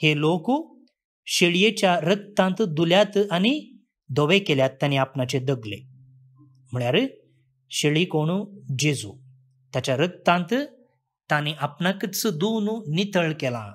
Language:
Konkani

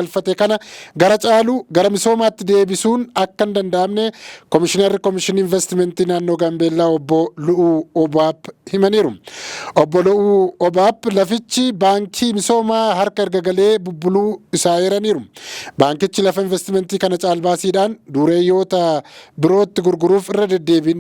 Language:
Oromo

